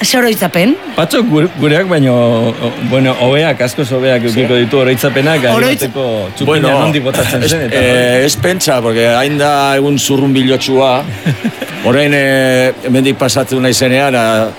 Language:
Basque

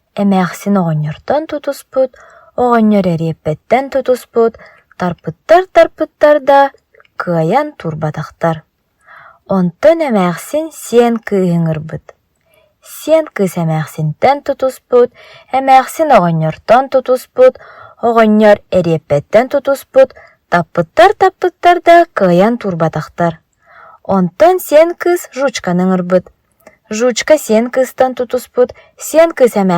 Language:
Yakut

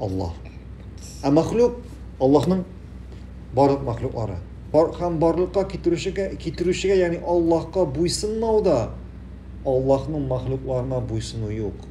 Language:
Tatar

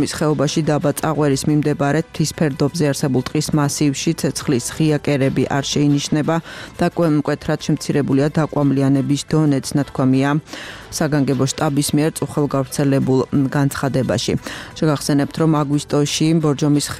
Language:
Georgian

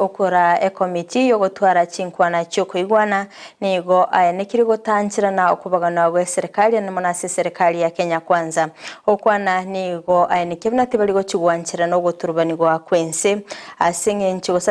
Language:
Gusii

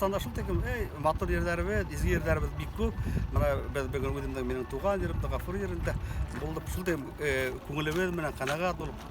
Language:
Bashkir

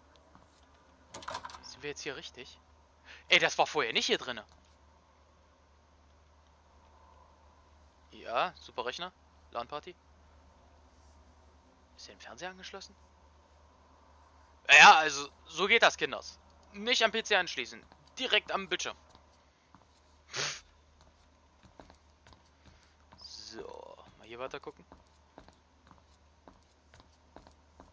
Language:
German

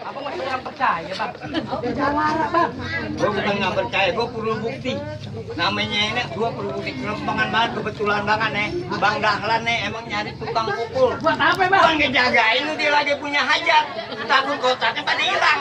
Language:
Betawi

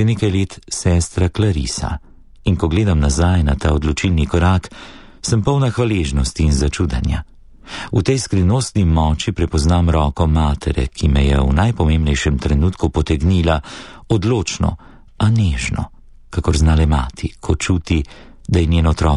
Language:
Slovenian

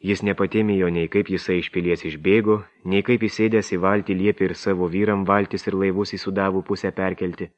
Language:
Lithuanian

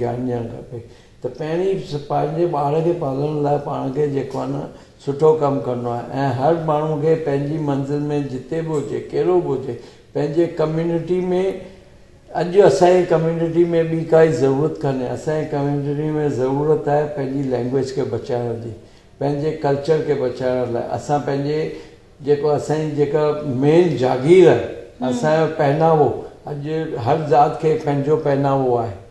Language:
Sindhi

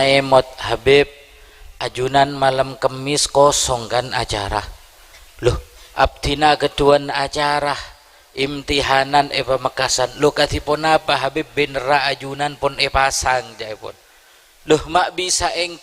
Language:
Madurese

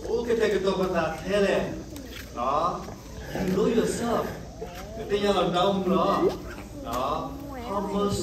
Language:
S'gaw Karen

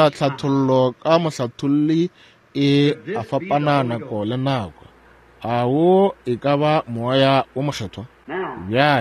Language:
Northern Sotho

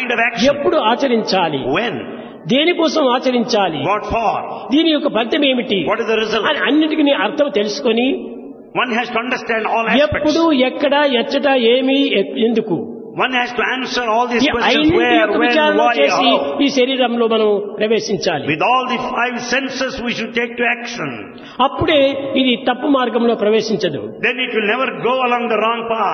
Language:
Telugu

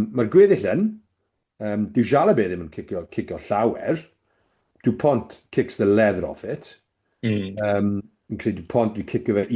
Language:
Welsh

